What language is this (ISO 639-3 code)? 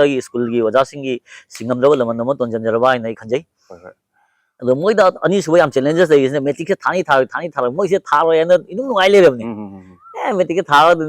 mni